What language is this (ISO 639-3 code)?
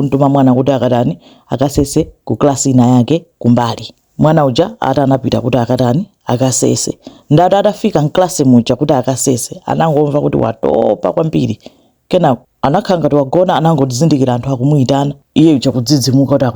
nya